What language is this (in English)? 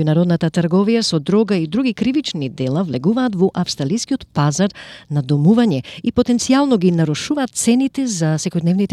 Macedonian